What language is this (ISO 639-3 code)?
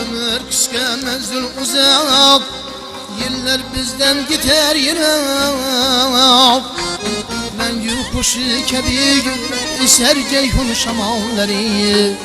kaa